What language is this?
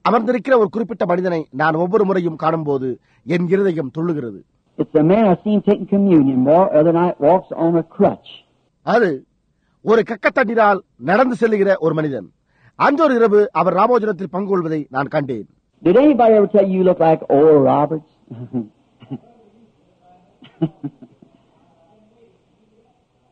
Tamil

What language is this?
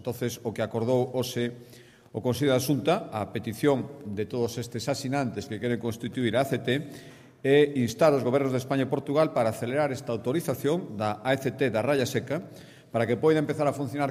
Galician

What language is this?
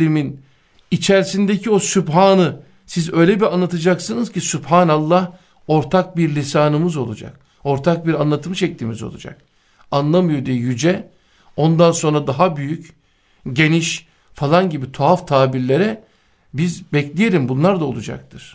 Turkish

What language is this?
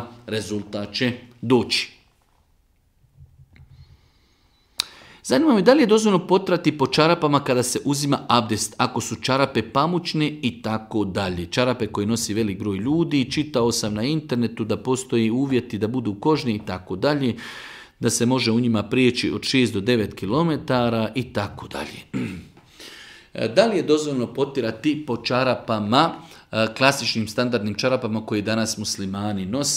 Bosnian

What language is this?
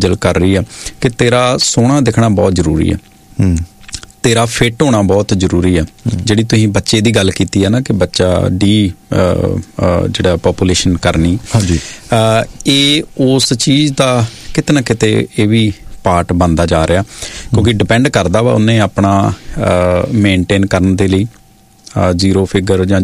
Punjabi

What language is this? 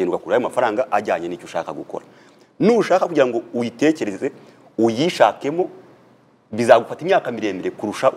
Kinyarwanda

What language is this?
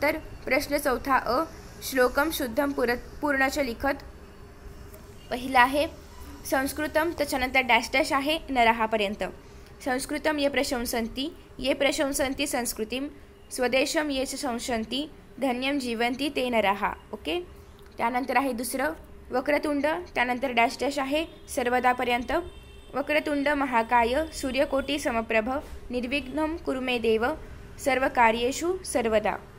Marathi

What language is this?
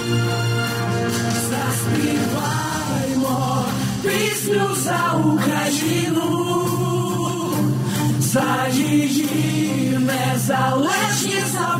Ukrainian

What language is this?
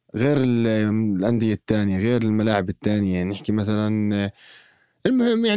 North Levantine Arabic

